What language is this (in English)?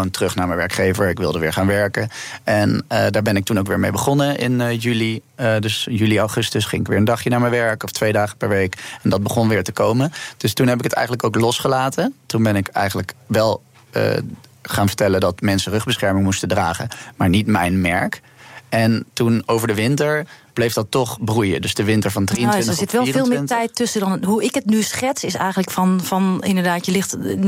Dutch